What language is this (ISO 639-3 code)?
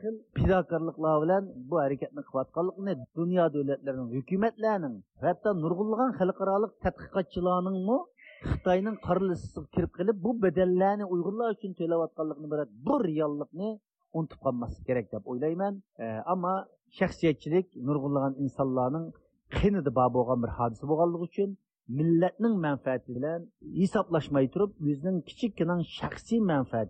uig